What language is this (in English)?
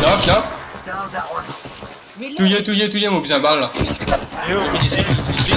Morisyen